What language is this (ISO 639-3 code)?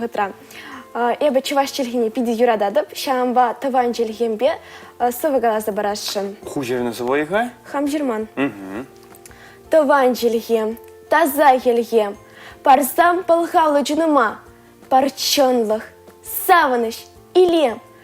chv